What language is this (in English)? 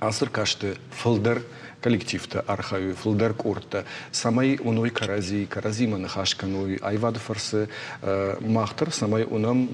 Ossetic